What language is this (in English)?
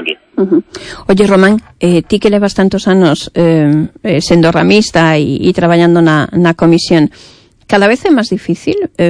Galician